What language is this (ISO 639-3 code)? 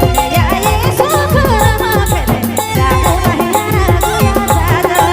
sck